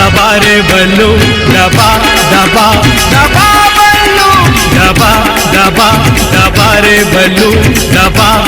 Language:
Chhattisgarhi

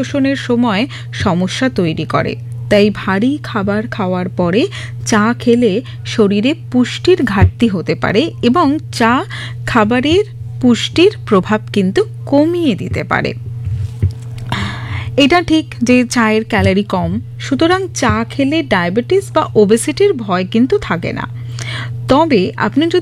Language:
Bangla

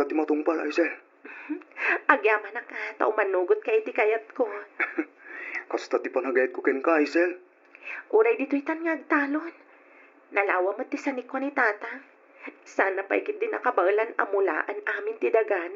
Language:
Iloko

